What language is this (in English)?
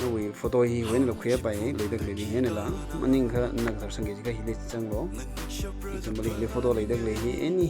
Tangkhul Naga (India)